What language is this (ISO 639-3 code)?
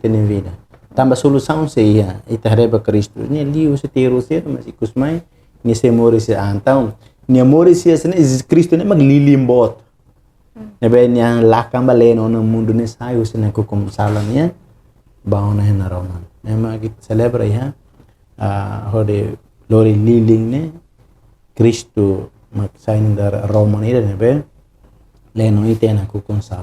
tet